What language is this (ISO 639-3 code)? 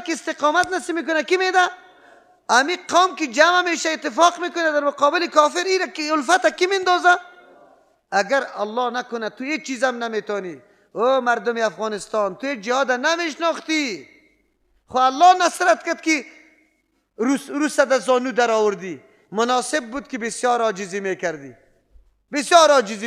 fas